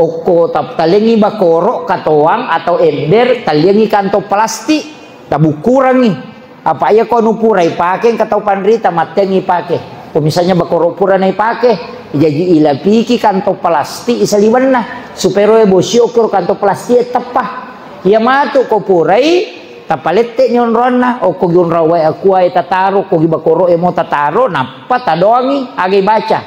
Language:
Buginese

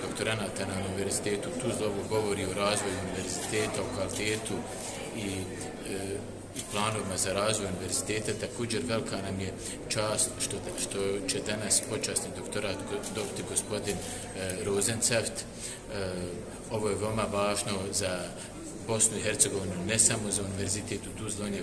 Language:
Bosnian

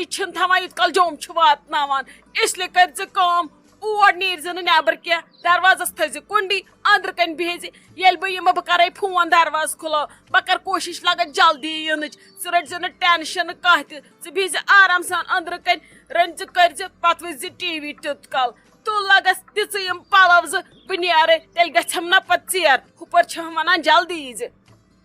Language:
Kashmiri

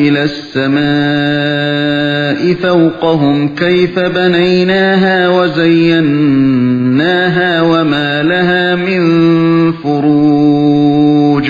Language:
Uyghur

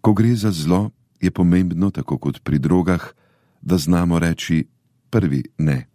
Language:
Slovenian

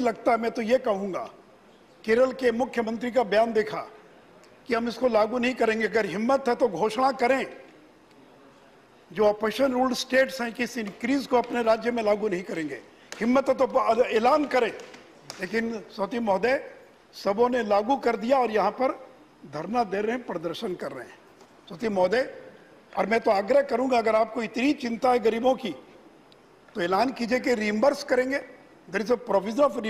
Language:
Hindi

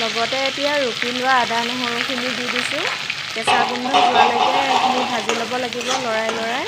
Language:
Assamese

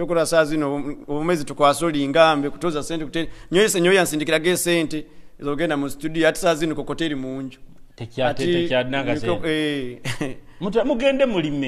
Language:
Nyoro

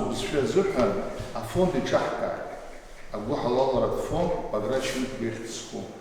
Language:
Abkhazian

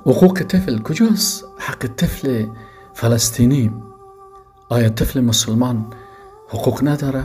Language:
Persian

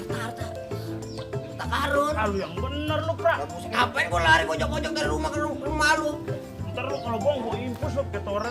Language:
Betawi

